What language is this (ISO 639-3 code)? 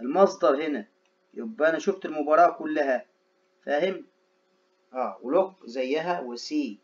arz